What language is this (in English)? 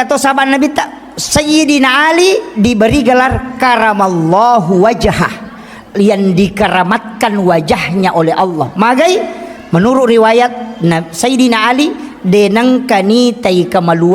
Buginese